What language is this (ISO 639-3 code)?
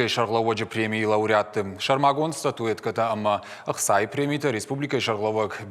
oss